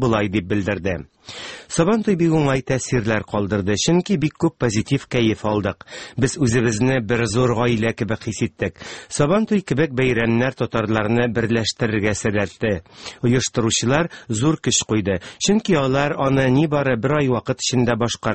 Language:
Tatar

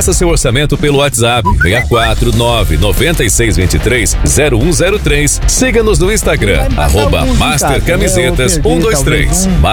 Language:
Portuguese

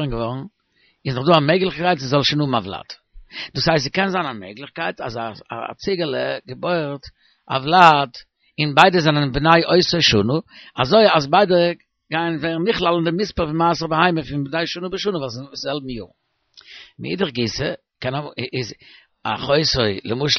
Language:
Yiddish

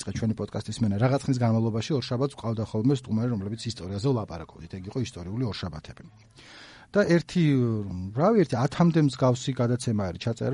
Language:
Georgian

